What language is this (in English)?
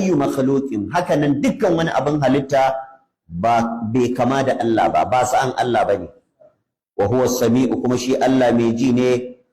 Hausa